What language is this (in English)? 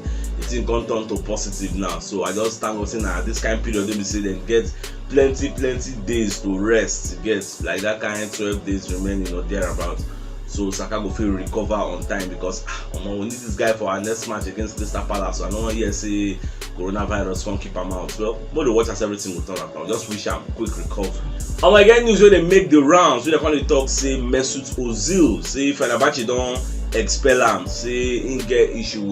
Nigerian Pidgin